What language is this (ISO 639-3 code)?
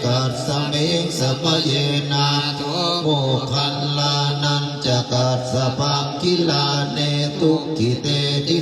pli